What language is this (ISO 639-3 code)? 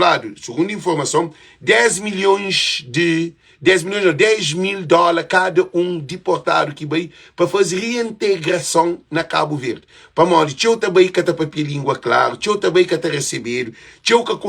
kea